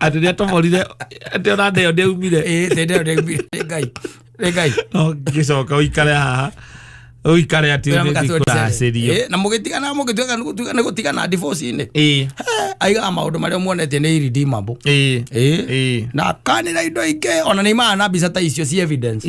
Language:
Kikuyu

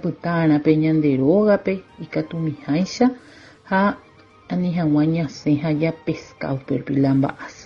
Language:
Guarani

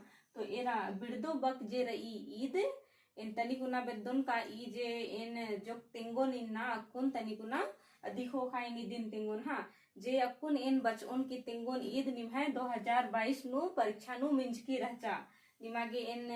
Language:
Kurukh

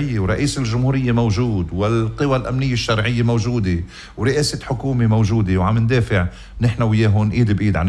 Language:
North Levantine Arabic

